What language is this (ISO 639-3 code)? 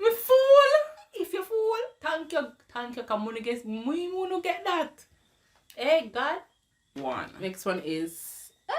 jam